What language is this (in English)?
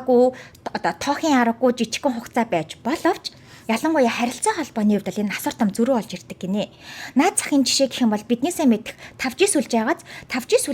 Mongolian